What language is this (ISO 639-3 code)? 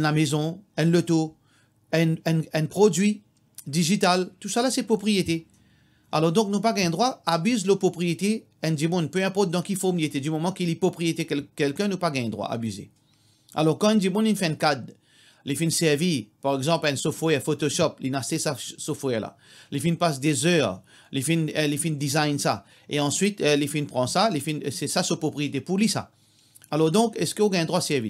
mfe